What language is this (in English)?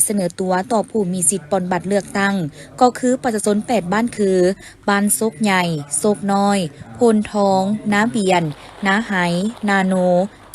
Lao